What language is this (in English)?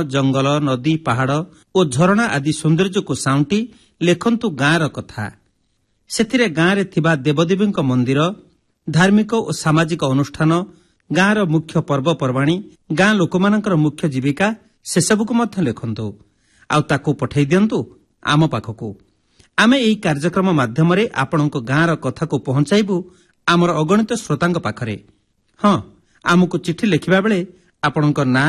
Odia